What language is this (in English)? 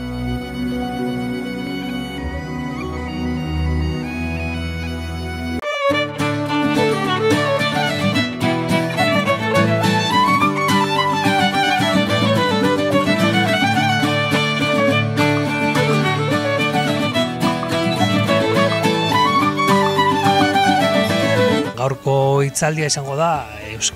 Basque